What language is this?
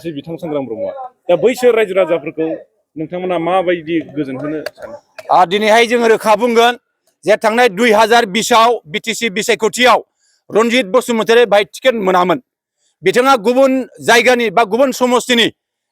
Bodo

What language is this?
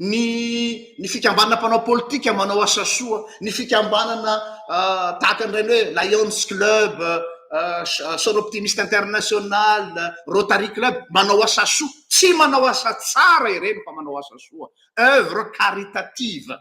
Malagasy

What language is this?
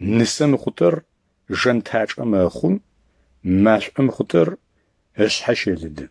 Adyghe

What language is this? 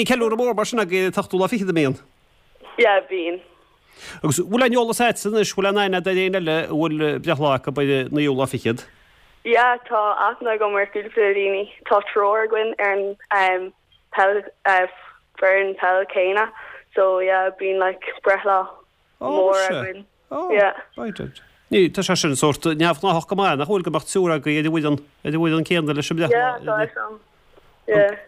Irish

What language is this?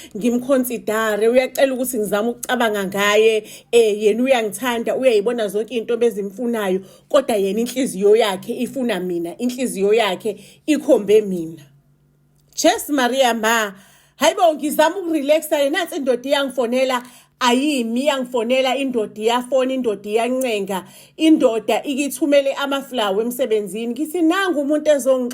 Zulu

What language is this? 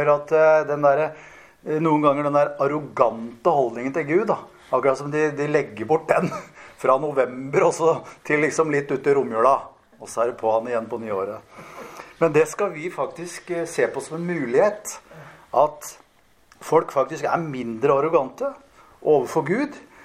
Norwegian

